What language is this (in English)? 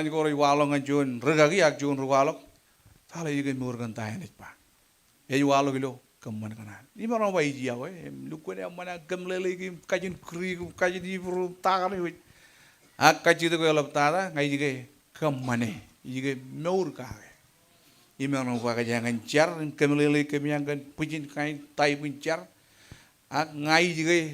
Marshallese